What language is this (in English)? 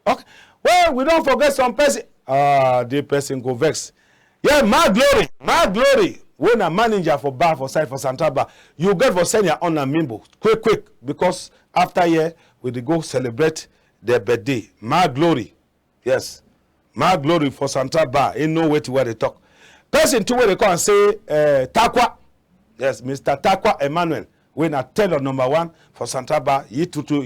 Cameroon Pidgin